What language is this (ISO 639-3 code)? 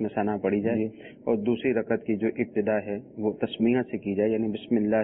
urd